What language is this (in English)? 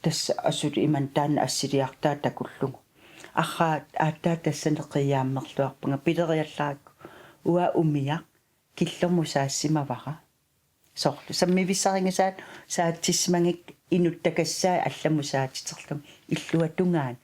Kalaallisut